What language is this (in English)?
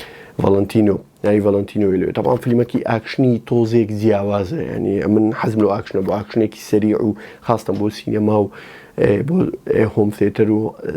Central Kurdish